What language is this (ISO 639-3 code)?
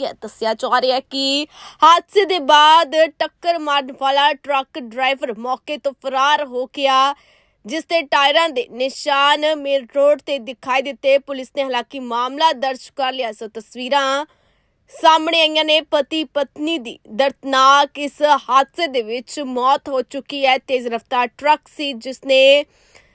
pan